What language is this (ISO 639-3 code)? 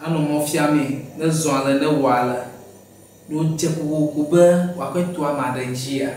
ewe